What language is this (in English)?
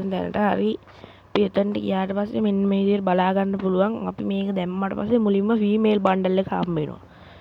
Sinhala